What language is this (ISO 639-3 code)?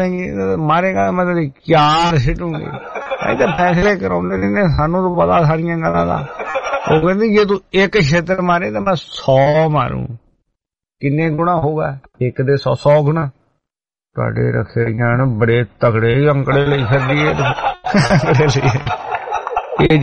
pan